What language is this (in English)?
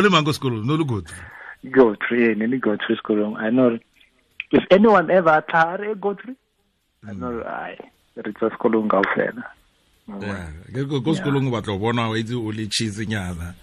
Tswana